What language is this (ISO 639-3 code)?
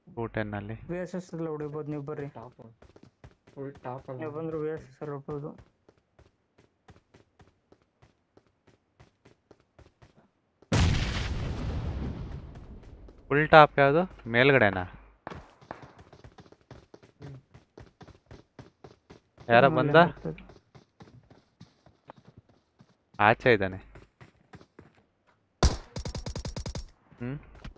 kan